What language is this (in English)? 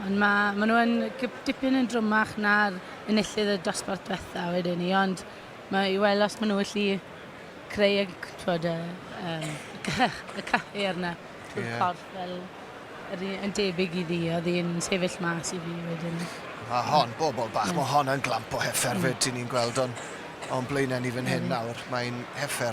Welsh